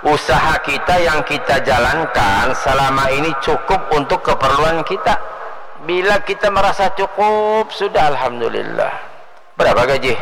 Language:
Banjar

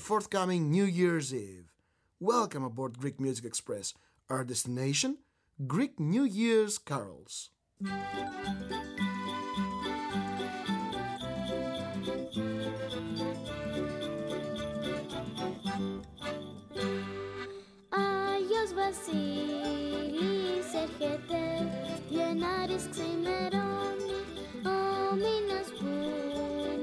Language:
Greek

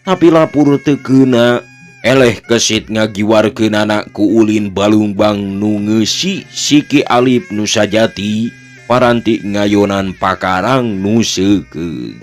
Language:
Sundanese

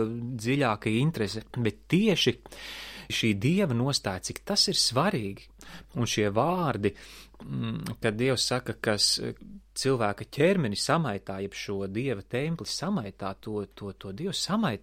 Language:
Latvian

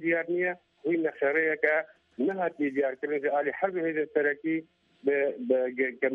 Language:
Kurdish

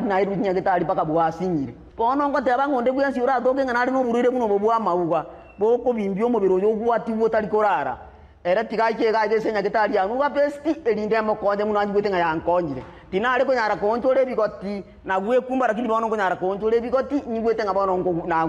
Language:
Gusii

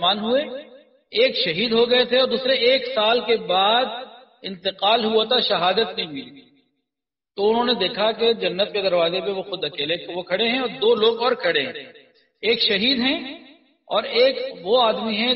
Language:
Urdu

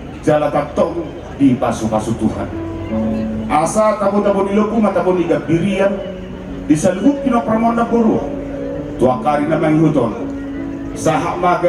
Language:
Batak Toba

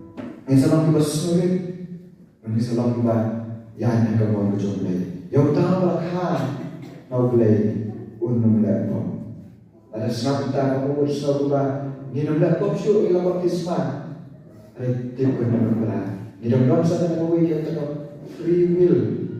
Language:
Khasi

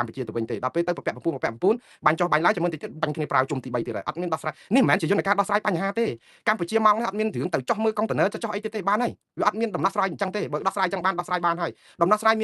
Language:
Khmer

